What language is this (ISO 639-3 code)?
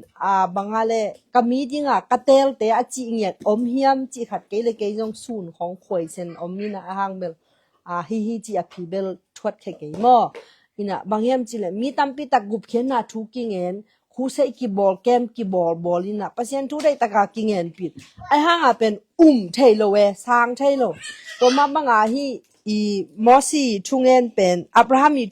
ctd